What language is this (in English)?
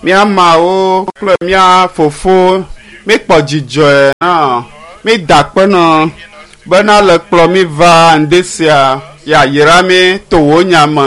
Ewe